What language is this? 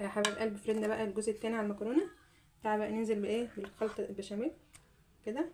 Egyptian Arabic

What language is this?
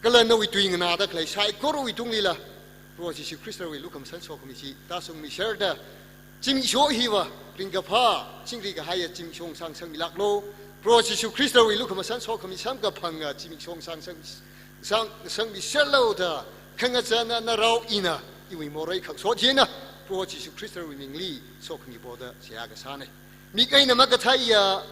Tangkhul Naga (India)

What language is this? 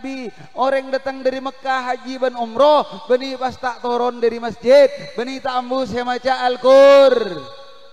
Madurese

